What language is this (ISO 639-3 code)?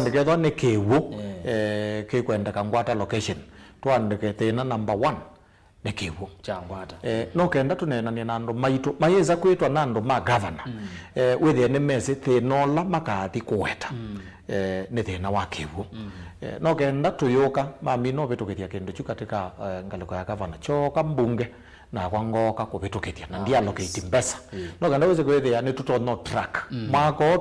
kam